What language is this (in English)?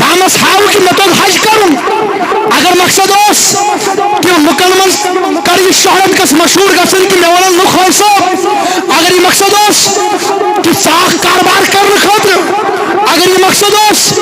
Kashmiri